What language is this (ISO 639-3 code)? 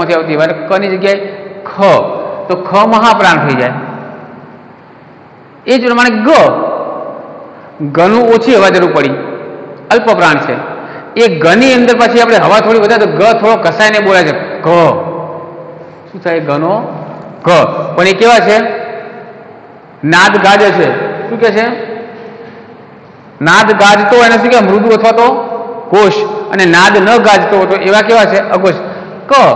guj